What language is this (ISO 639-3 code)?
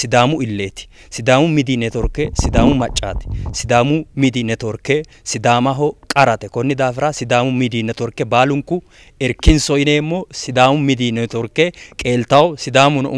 sid